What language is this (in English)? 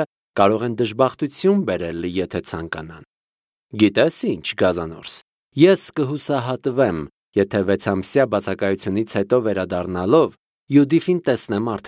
Armenian